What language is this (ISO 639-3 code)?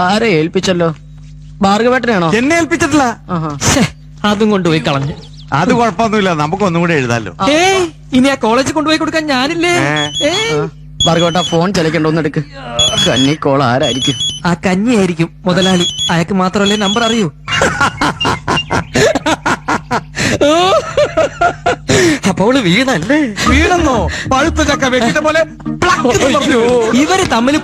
mal